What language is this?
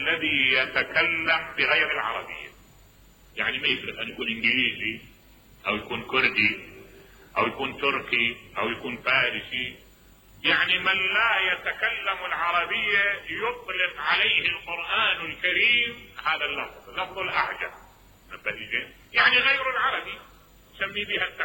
Mesopotamian Arabic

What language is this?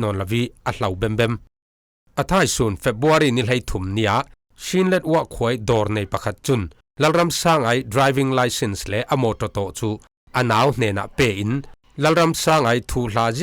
Falam Chin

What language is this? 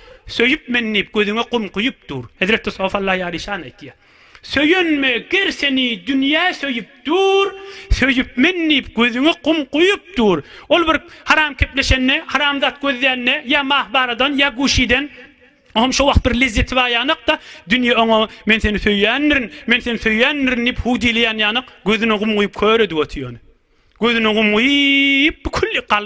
Turkmen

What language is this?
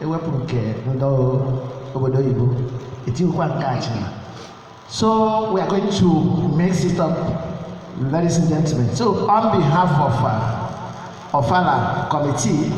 Igbo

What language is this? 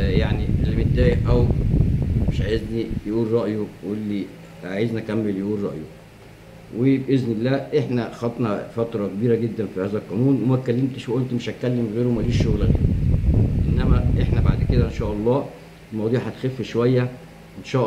Egyptian Arabic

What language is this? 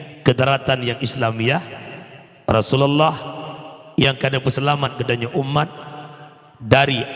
Achinese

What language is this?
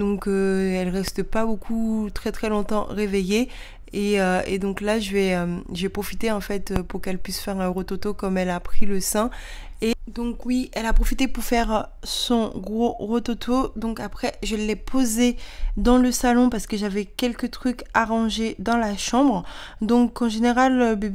French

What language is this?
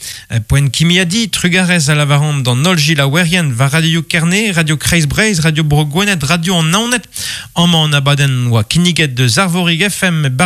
Breton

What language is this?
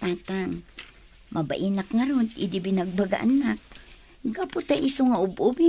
Iloko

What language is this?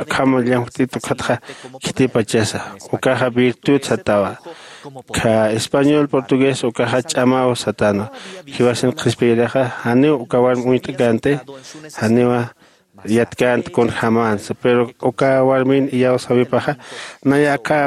Aymara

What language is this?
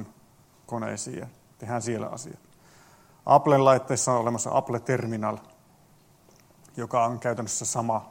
Finnish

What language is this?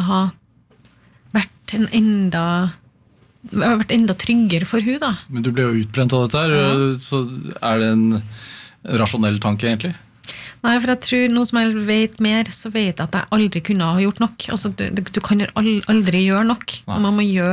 Norwegian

